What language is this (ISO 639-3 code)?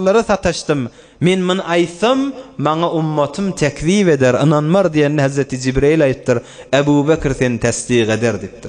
tuk